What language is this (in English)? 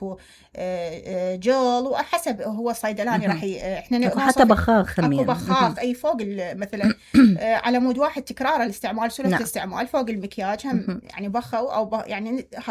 Mesopotamian Arabic